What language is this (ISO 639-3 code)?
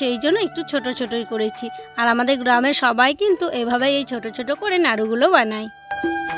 ben